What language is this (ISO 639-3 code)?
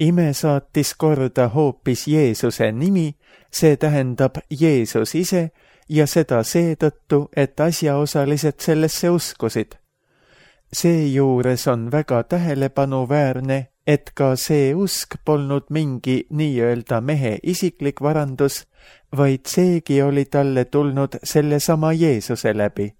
est